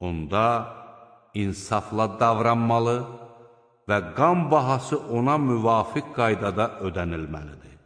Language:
Azerbaijani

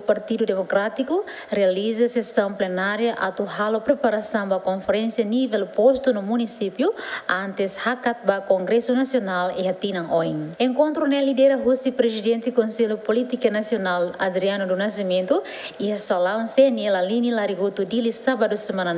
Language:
Tetum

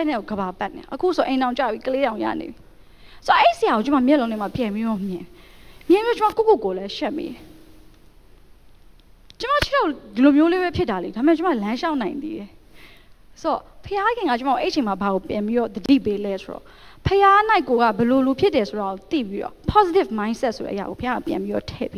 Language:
Burmese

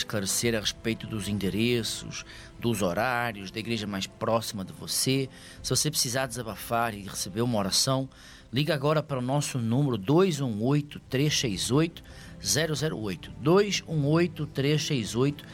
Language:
Portuguese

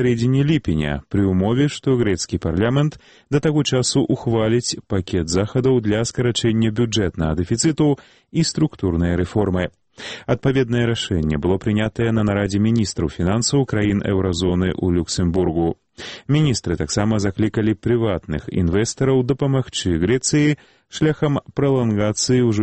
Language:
Belarusian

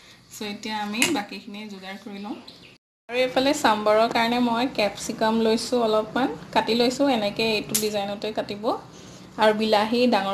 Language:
Assamese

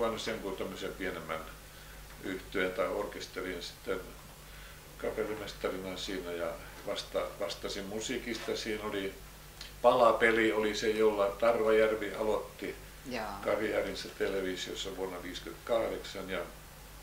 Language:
Finnish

